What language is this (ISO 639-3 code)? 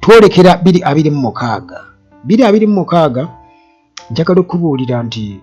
lug